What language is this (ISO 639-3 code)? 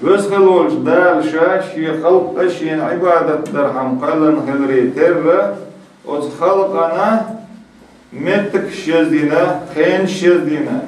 che